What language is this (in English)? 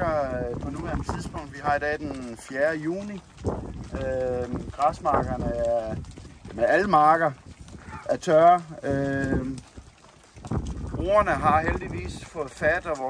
Danish